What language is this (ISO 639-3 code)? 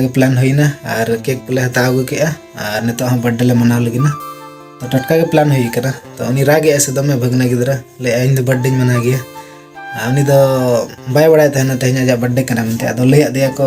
sat